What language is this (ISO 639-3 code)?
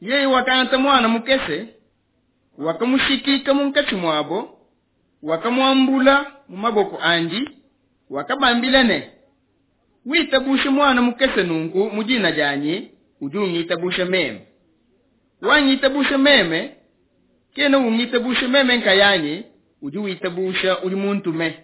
lua